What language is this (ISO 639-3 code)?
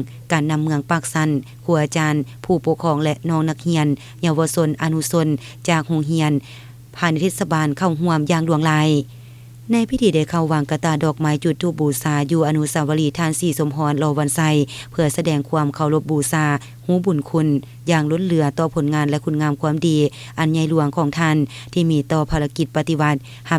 lao